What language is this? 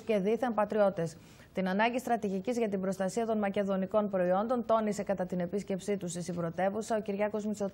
Greek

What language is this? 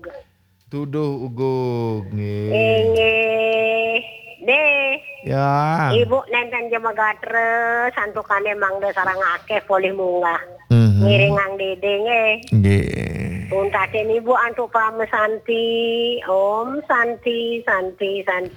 Balinese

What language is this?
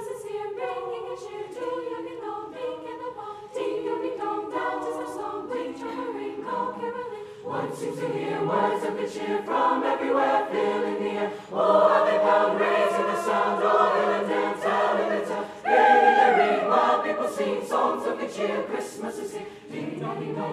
English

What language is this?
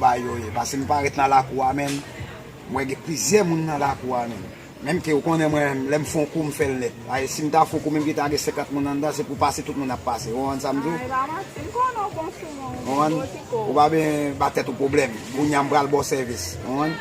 Haitian Creole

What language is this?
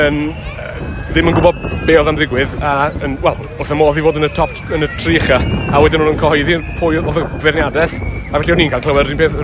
Welsh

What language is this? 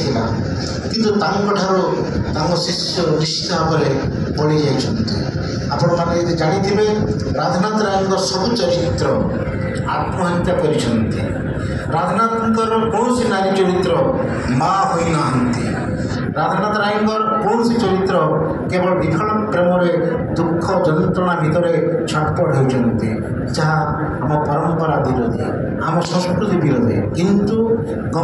Odia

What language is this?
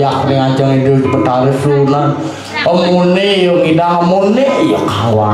Balinese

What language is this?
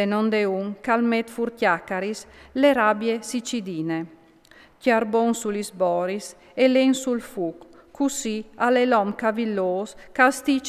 Friulian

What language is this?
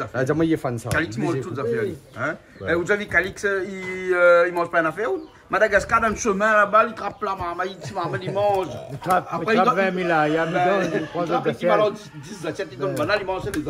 Réunion Creole French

